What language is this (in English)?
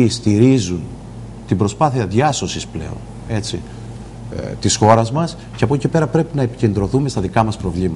Greek